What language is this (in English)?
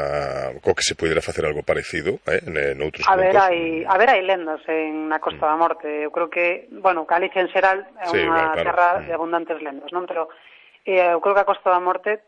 Galician